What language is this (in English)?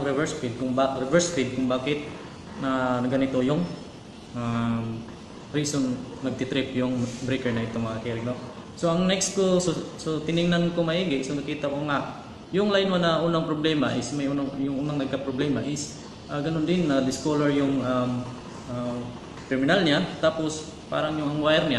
Filipino